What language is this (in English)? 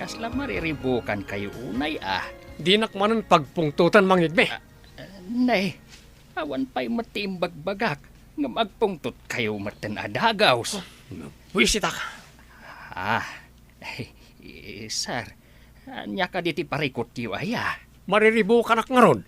Iloko